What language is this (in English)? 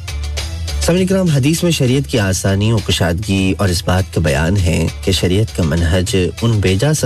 Urdu